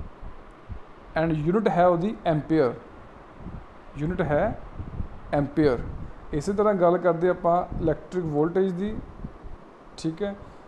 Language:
Punjabi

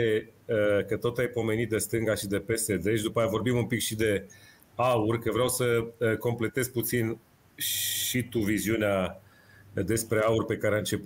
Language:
Romanian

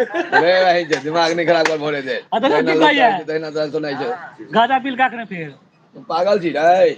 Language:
Maithili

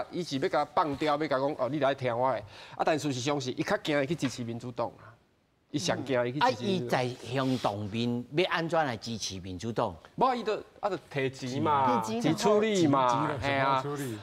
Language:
Min Nan Chinese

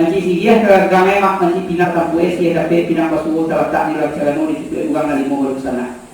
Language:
Minangkabau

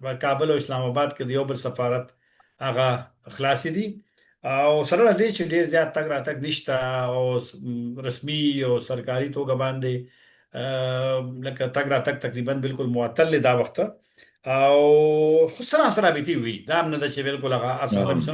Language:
Pashto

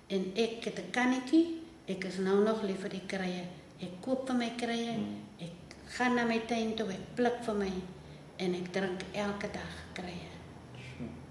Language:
Afrikaans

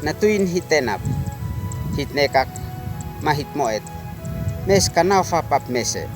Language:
Uab Meto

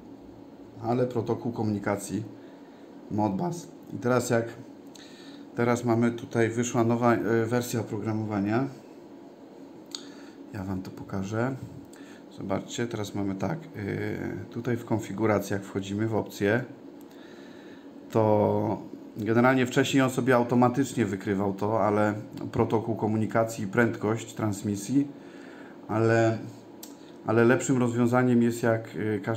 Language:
Polish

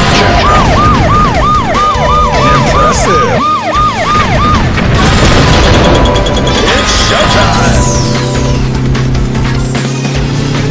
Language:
English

